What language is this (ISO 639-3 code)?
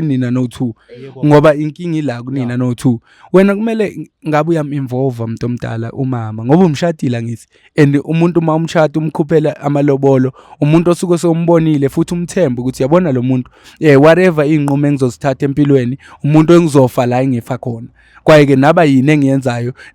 zul